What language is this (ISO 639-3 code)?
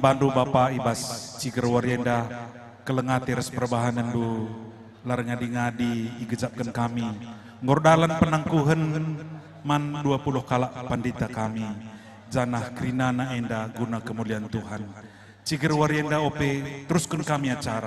btx